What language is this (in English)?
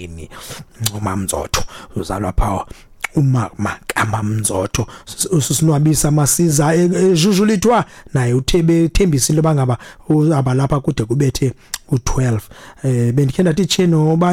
Xhosa